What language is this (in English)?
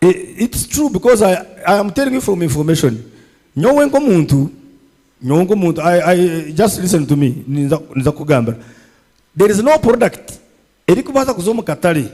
Nyankole